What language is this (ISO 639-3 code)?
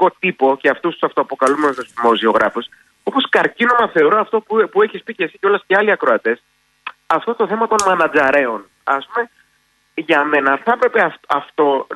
ell